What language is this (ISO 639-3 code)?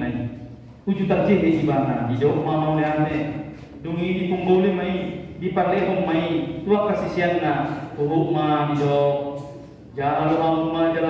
bbc